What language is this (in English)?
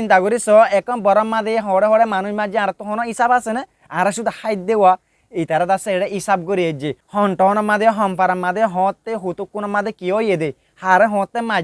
Rohingya